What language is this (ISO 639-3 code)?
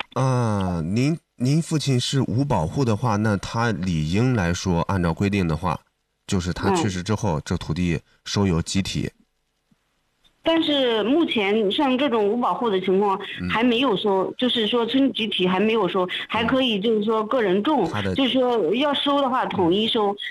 zho